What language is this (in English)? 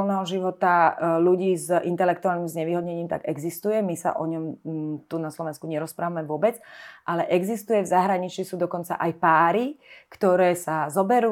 Slovak